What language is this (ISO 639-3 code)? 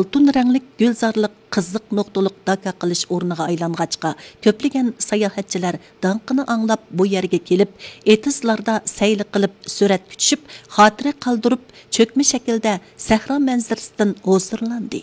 uig